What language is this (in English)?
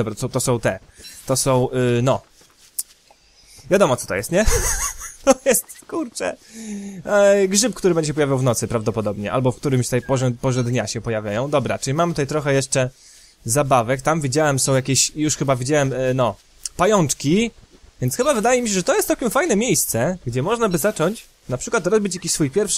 Polish